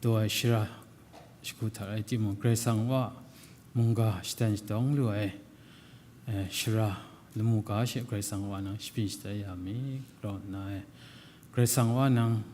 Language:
Kachin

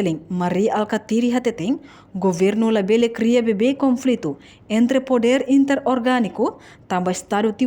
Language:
Tetum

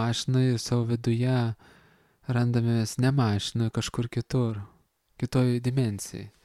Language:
Lithuanian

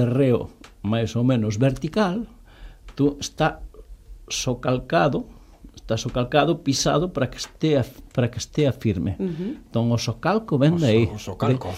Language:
Galician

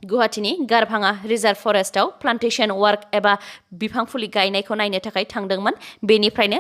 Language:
Bodo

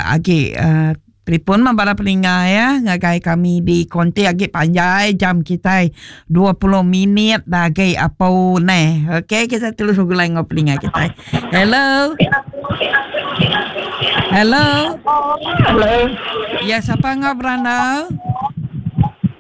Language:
Iban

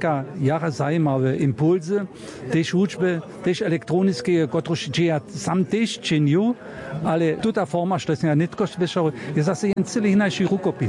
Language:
Upper Sorbian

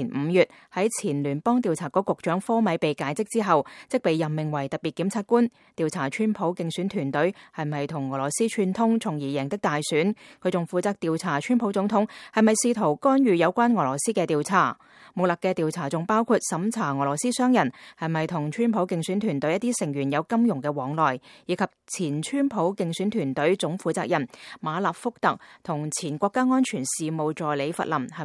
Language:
Cantonese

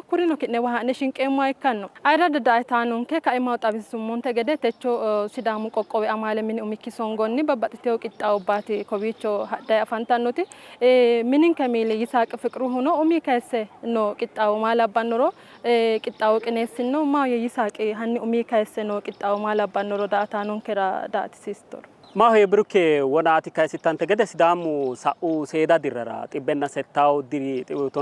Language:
Sidamo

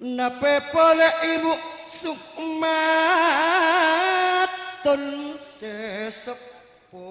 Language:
Madurese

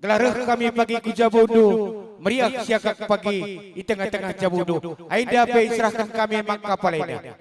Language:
Batak Karo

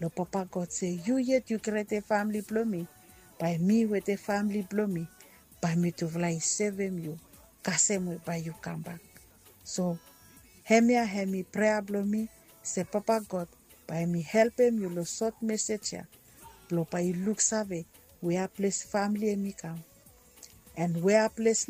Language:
Bislama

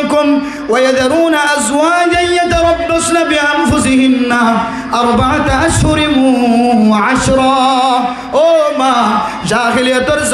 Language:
Rohingya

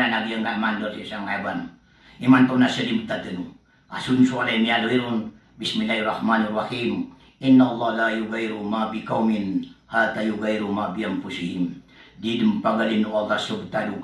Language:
Maranao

